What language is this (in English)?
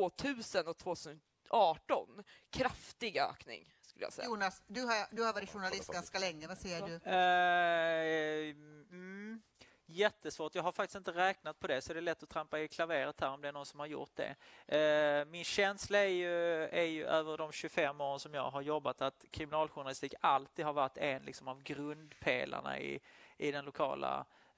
Swedish